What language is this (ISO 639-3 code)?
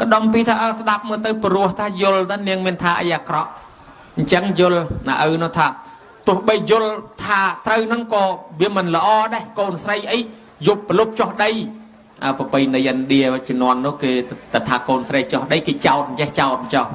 khm